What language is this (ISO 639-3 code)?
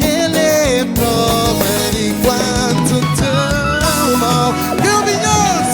kea